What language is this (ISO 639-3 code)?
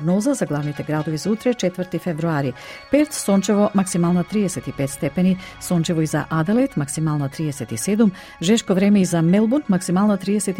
mkd